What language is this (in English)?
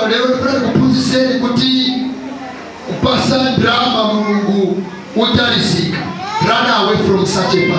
Nyanja